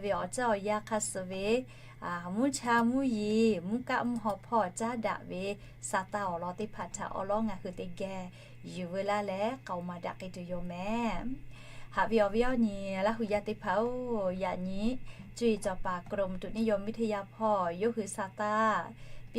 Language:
Lahu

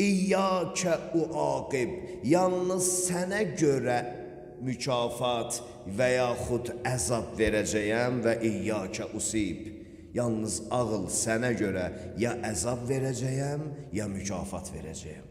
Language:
Azerbaijani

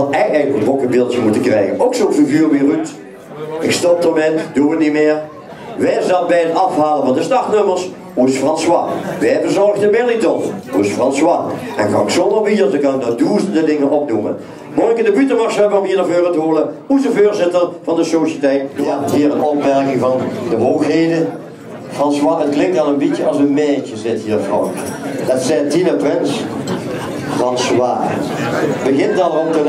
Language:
Limburgish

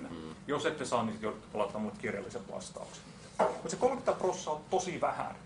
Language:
Finnish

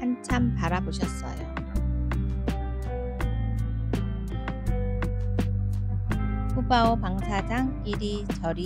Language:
Korean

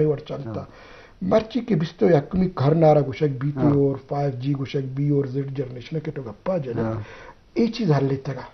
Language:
Eastern Balochi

